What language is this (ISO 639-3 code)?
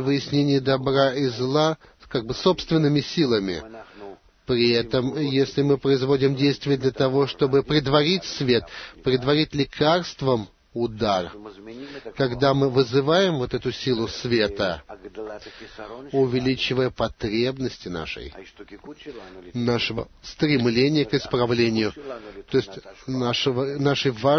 rus